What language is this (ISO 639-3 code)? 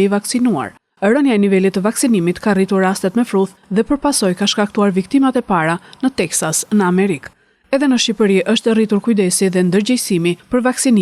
sqi